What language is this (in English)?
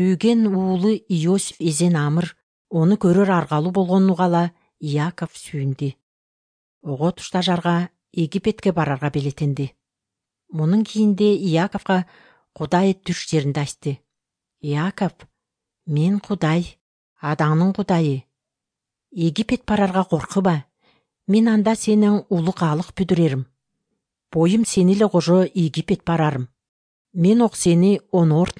Kyrgyz